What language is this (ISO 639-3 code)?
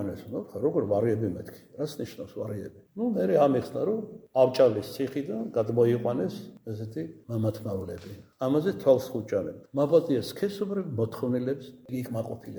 kat